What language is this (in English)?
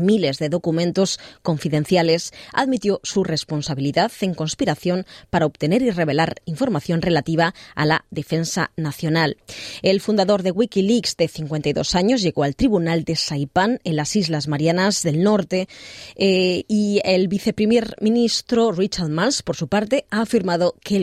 Spanish